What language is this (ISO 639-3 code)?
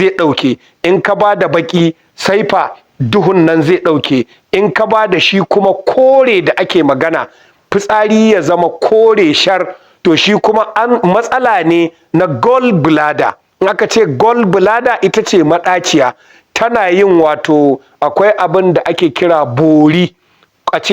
hau